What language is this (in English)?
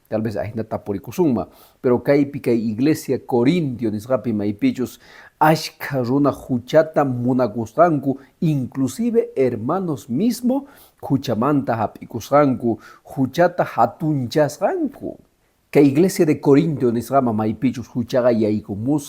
Quechua